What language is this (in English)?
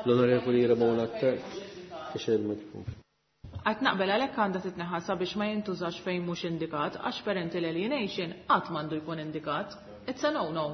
Maltese